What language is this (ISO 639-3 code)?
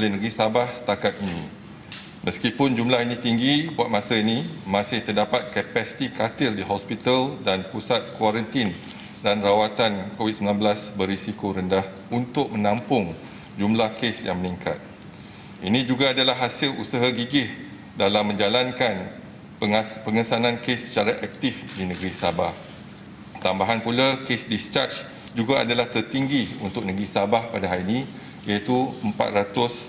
msa